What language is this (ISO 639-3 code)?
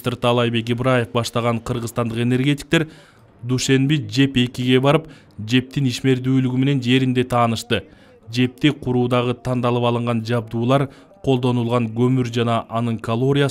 kir